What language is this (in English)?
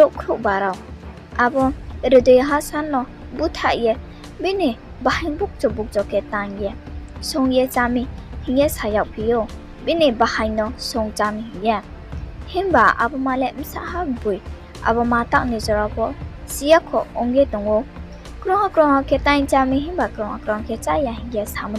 Riang (India)